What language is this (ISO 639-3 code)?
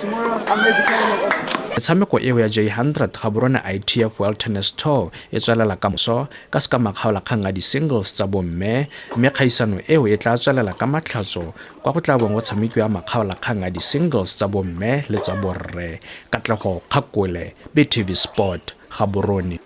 tsn